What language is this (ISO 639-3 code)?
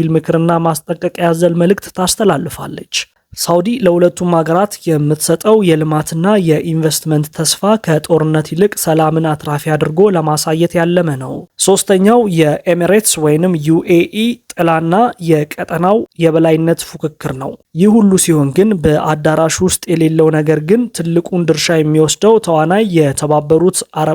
amh